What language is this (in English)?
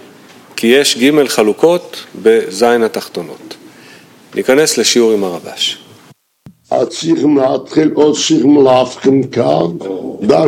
Hebrew